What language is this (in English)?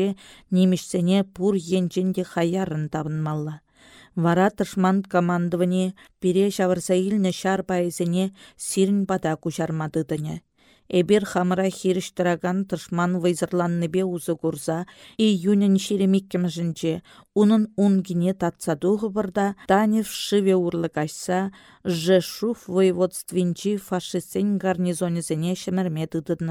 Chuvash